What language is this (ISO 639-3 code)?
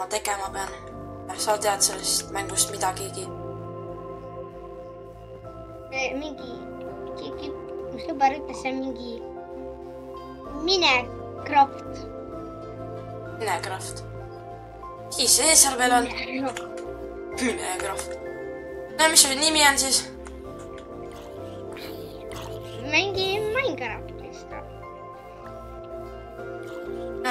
est